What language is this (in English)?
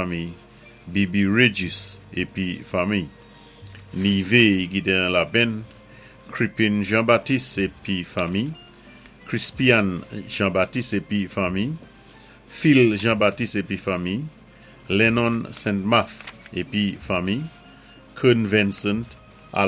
Saint Lucian Creole French